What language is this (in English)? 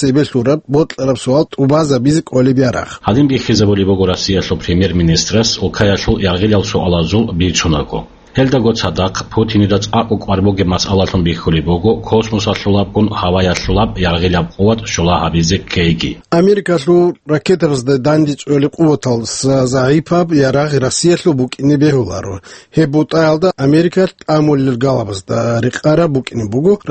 Avaric